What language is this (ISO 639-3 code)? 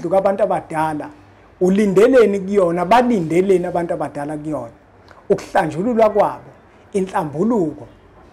zul